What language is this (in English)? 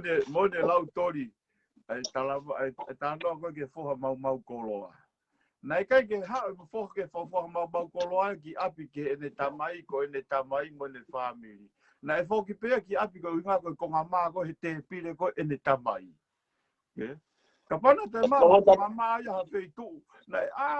Tongan